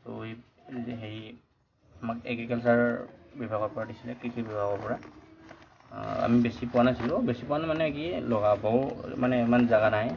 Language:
Assamese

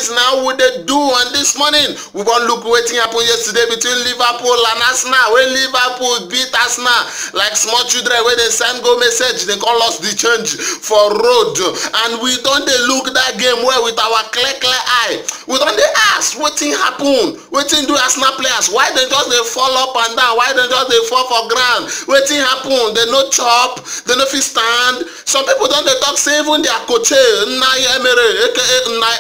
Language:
Nigerian Pidgin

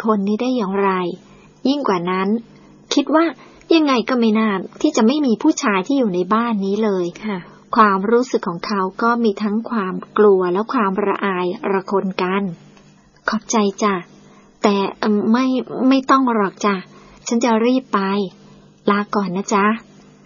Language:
Thai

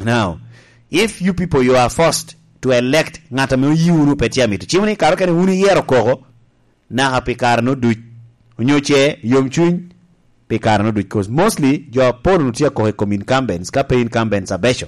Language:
Lango (Uganda)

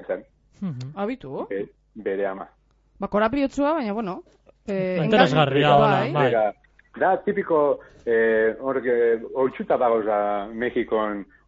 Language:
Basque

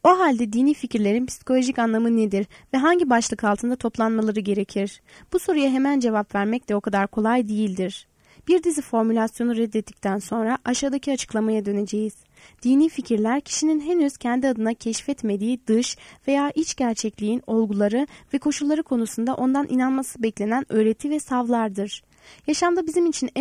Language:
Turkish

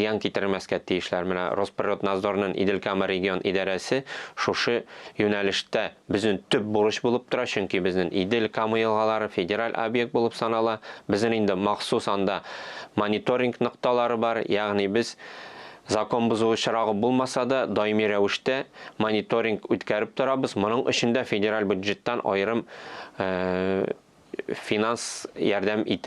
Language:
Tatar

